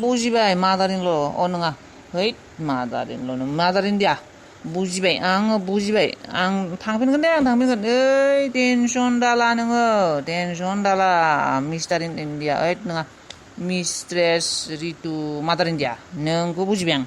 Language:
Bodo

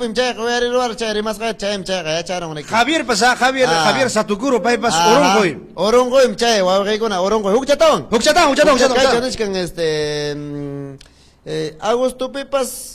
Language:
Ayacucho Quechua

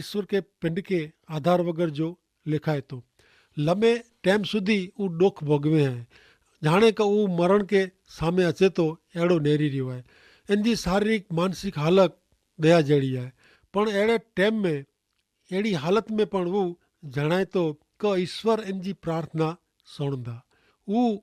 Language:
Kachhi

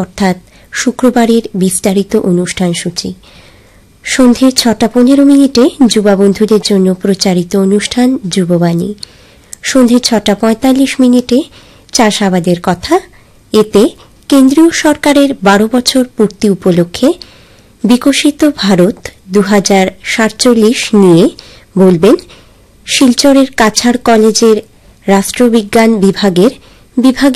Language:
Bangla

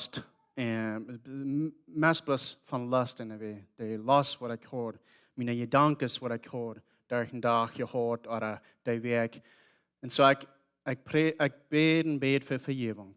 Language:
Plautdietsch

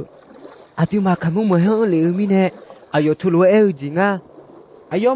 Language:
Akha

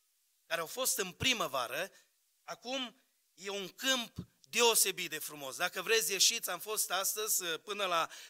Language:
Romanian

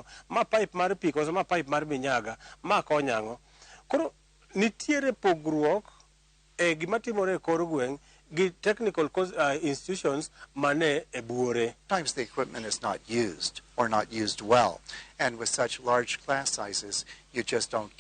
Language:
Luo (Kenya and Tanzania)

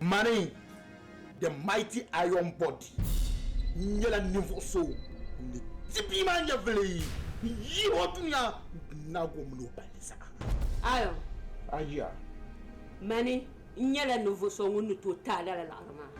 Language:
Dagbani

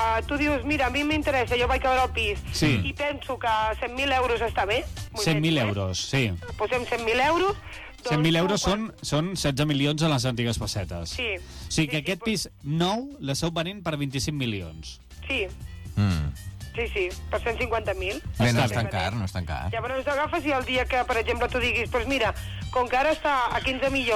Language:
Catalan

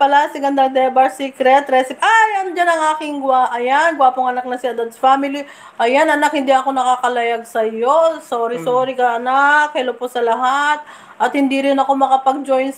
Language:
Filipino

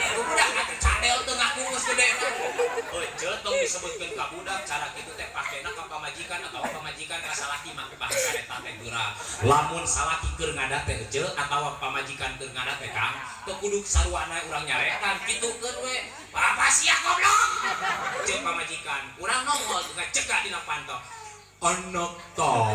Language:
Sundanese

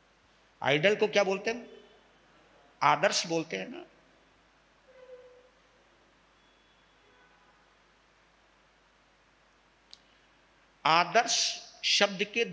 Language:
Hindi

